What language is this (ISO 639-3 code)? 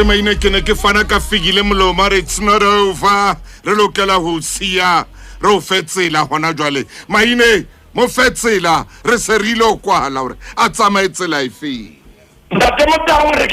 sot